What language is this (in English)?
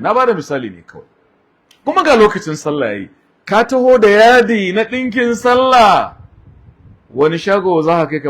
Hausa